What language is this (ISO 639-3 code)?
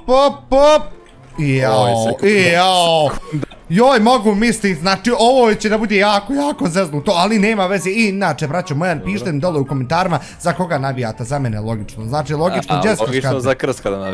bos